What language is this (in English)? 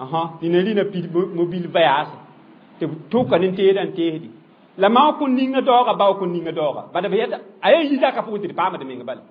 Mossi